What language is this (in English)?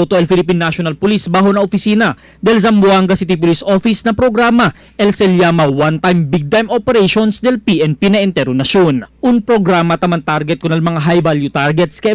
Chavacano